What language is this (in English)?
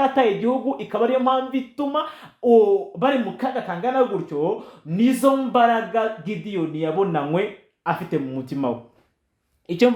Kinyarwanda